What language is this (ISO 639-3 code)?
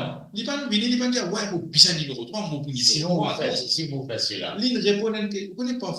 mfe